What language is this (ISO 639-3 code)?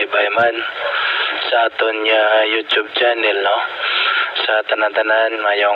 hil